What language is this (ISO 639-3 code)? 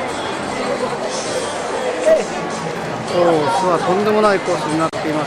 jpn